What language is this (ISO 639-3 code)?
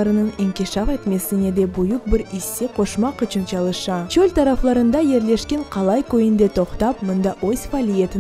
crh